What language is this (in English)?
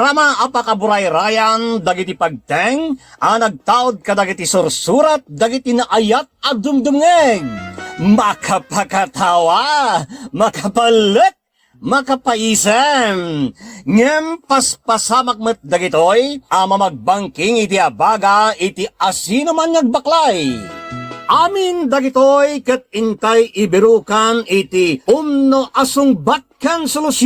Iloko